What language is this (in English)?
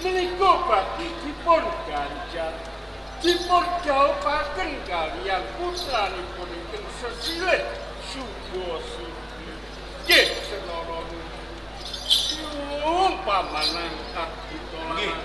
Javanese